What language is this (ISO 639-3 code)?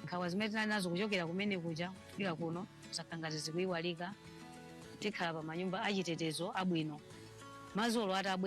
nya